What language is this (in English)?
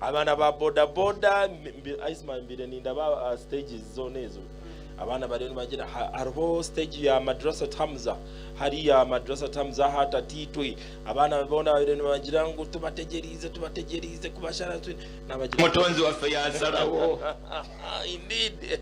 Nyankole